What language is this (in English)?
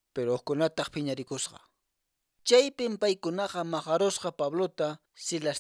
Quechua